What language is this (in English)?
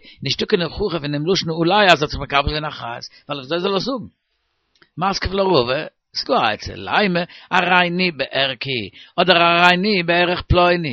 Yiddish